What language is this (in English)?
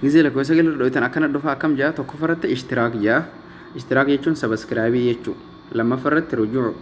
Oromo